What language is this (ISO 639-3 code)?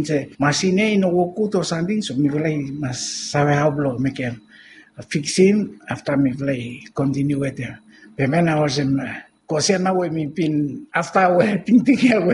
bis